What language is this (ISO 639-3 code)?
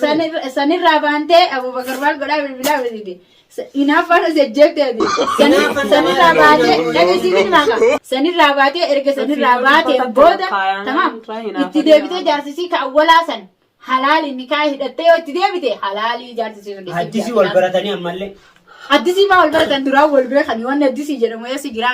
orm